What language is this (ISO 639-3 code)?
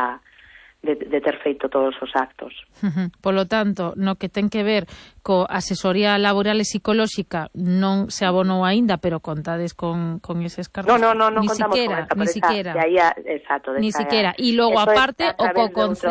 glg